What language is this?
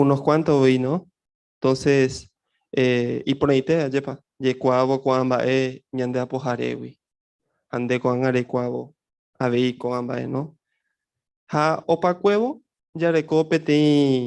Guarani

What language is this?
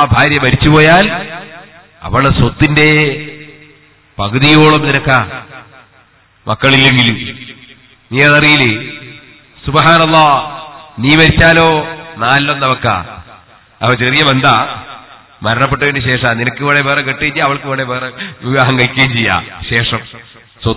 Malayalam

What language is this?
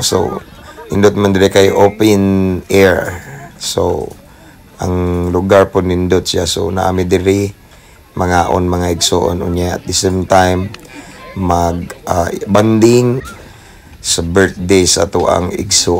Cebuano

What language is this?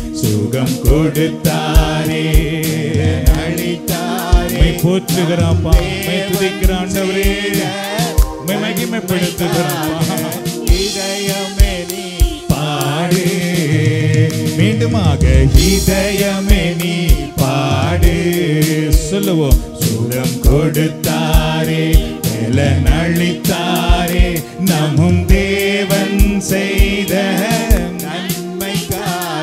Tamil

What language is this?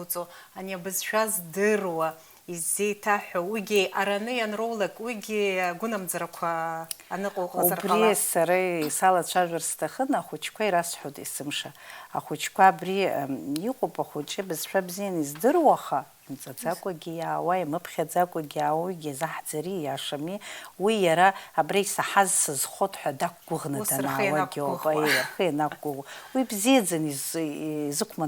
Abkhazian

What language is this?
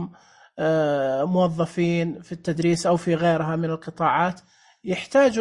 Najdi Arabic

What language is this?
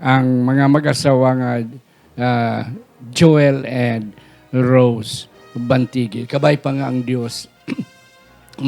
Hiligaynon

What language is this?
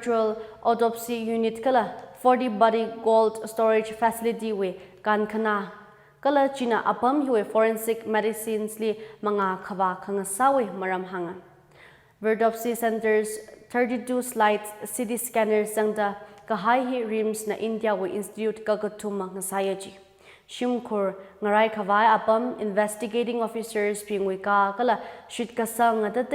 Tangkhul Naga (India)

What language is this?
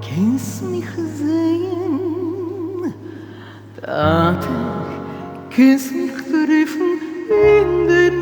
Yiddish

